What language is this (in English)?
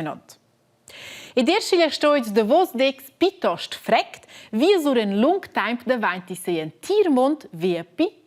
Romansh